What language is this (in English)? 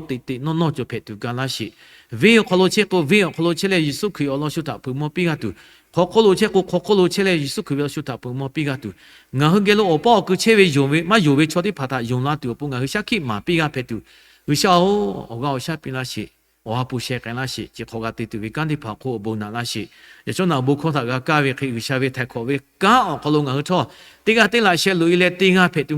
Lahu